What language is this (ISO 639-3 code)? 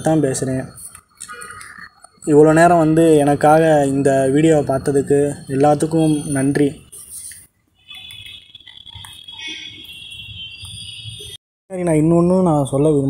tam